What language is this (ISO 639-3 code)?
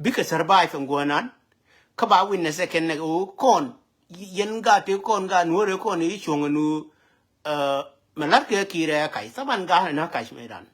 nus